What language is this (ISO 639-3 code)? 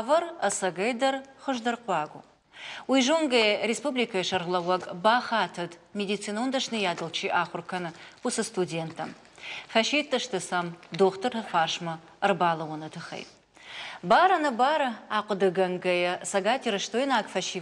oss